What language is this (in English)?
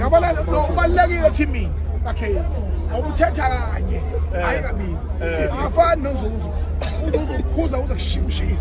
Zulu